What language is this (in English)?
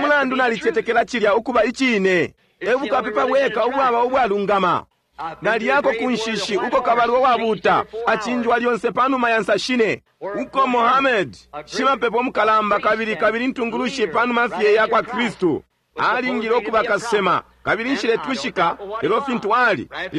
Bemba